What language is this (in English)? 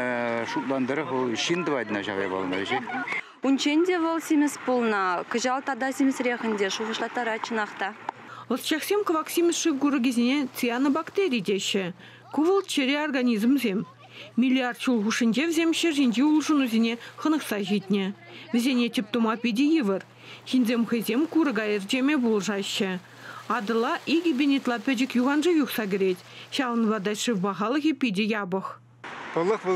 Chuvash